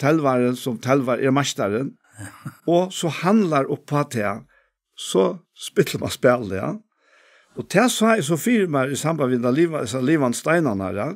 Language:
Faroese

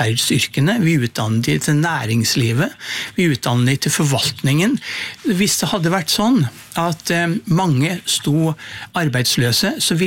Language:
Norwegian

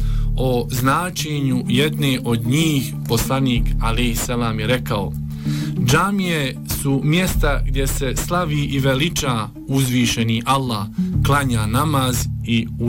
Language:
Bosnian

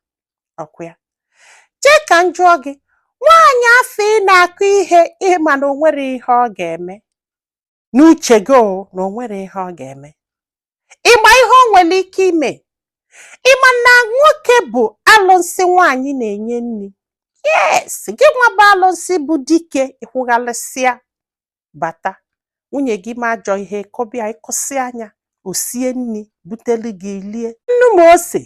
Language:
Igbo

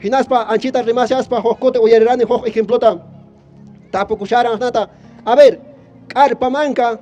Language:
Quechua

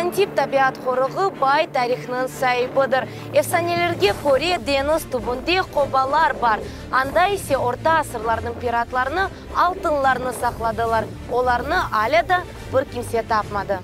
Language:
Crimean Tatar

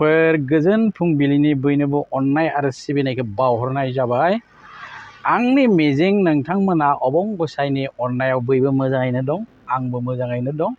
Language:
Bodo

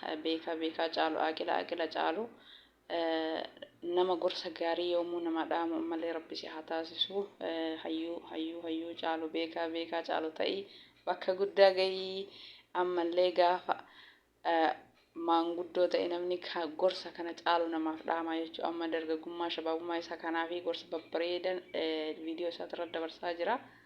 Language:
Oromo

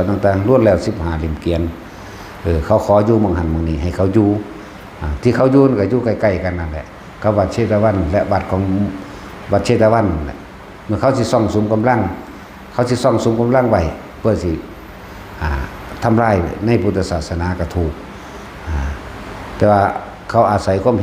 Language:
Lao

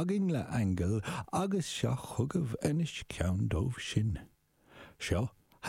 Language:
Irish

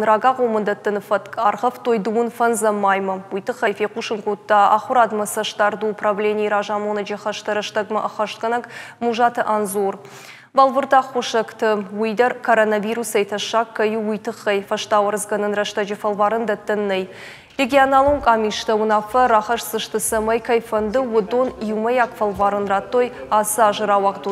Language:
Ossetic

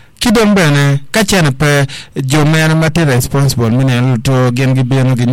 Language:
Acoli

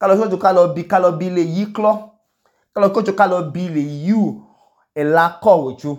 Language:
Idoma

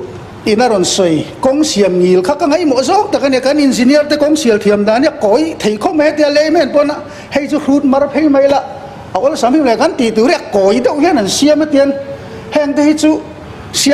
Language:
Mizo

